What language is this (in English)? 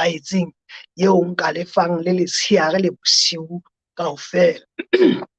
Southern Sotho